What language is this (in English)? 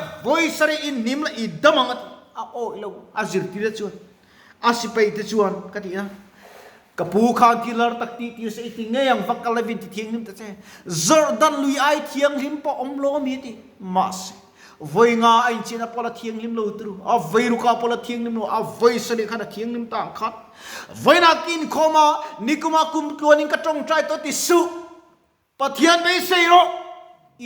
Mizo